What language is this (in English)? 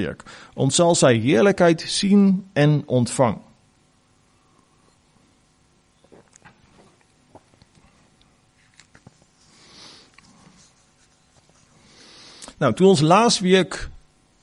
Afrikaans